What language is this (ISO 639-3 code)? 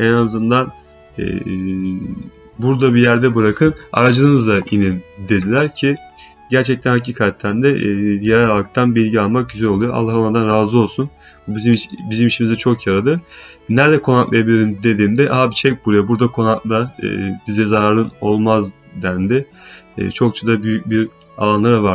tur